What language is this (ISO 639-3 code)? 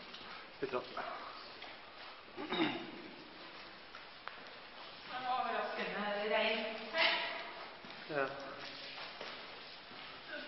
nor